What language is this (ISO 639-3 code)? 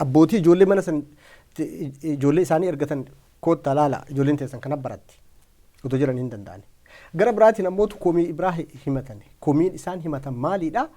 orm